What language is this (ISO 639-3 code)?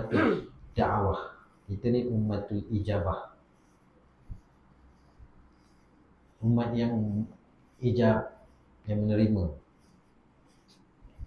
msa